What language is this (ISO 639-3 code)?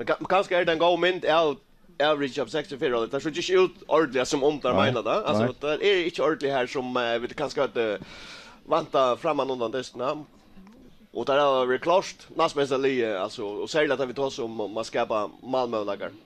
fao